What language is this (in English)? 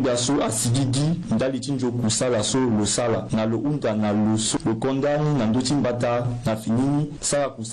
Sango